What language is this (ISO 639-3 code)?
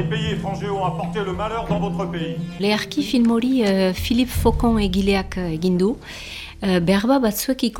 eus